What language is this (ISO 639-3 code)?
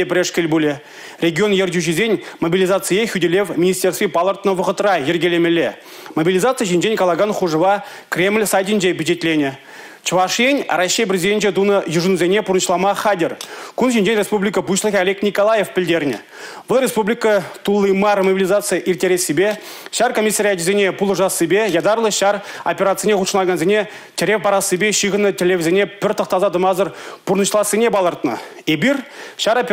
chv